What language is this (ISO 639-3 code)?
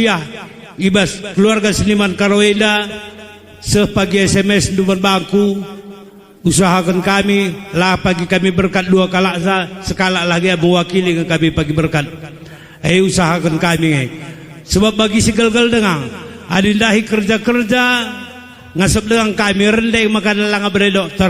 btx